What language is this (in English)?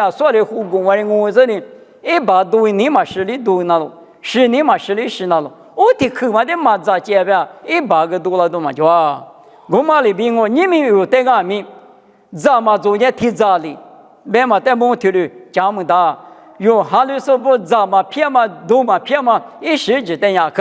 Lisu